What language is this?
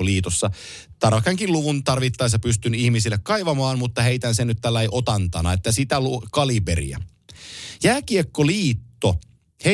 Finnish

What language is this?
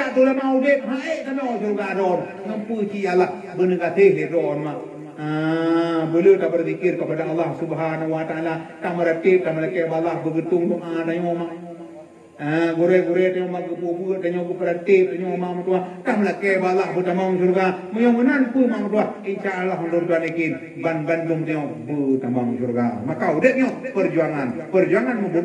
Achinese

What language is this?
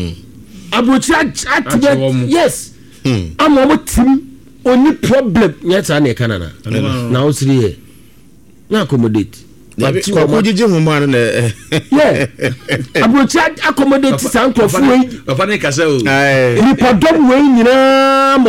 Akan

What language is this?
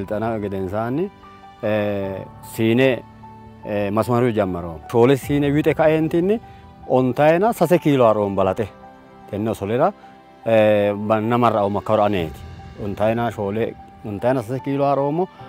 Sidamo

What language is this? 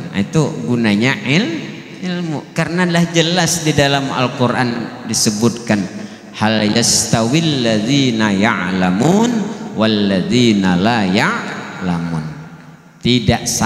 Banjar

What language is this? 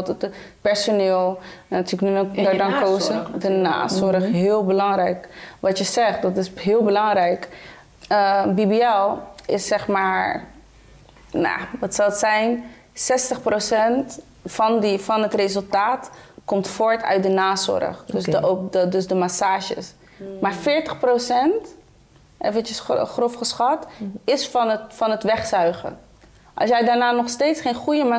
Dutch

